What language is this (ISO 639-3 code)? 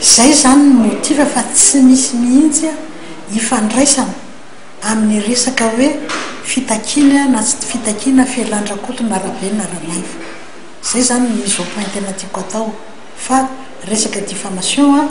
mlg